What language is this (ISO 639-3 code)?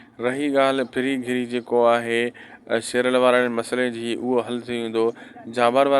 snd